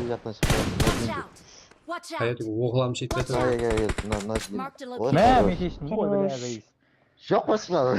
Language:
Kara-Kalpak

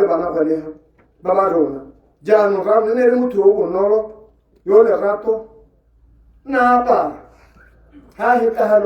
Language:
Tswana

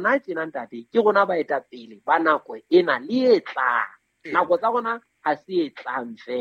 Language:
Southern Sotho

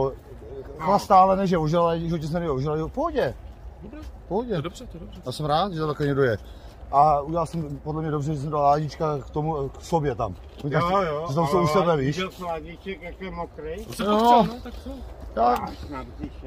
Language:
Czech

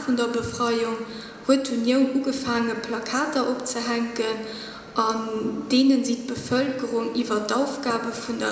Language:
Luxembourgish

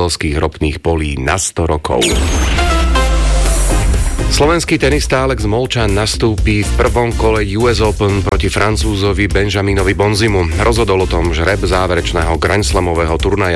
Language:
Slovak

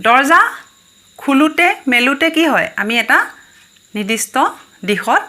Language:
Assamese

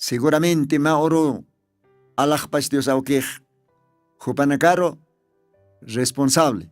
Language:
Aymara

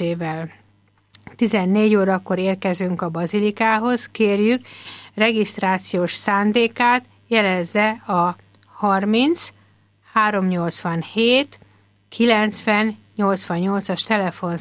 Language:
Hungarian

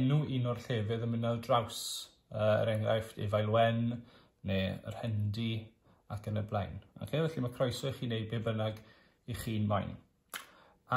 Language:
Welsh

